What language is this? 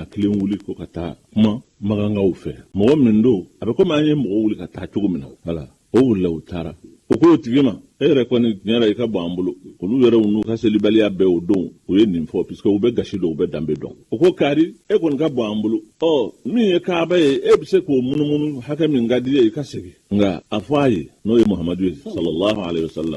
Bambara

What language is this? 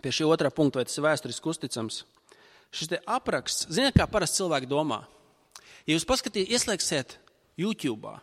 Latvian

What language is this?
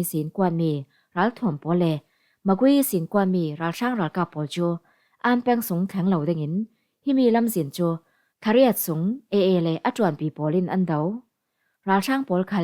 Falam Chin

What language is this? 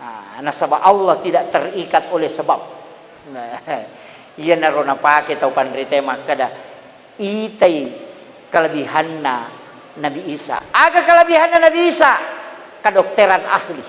Buginese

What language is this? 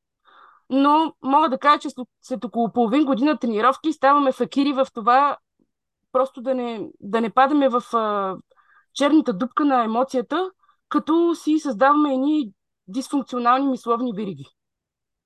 Bulgarian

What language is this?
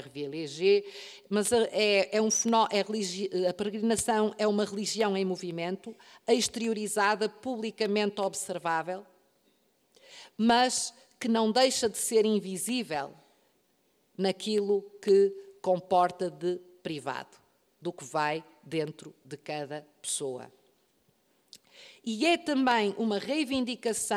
Portuguese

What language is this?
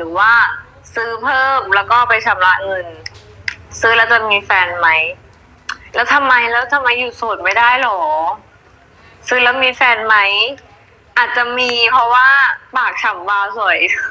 Thai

